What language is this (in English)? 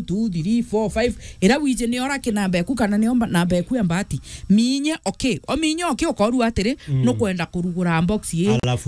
Meru